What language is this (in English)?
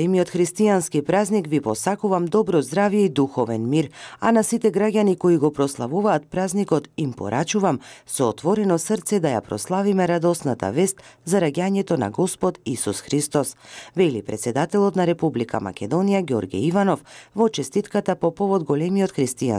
Macedonian